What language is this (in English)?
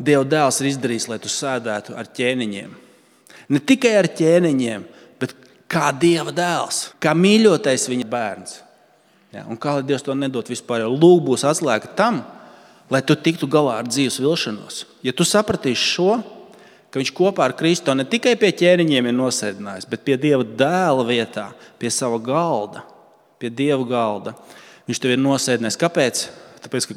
Latvian